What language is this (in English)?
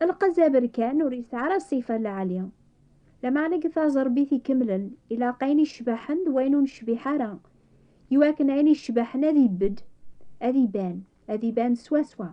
Kabyle